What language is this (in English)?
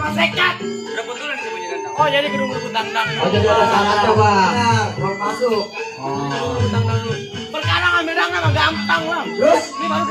Betawi